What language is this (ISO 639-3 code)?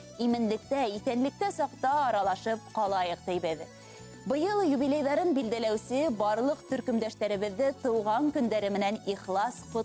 bak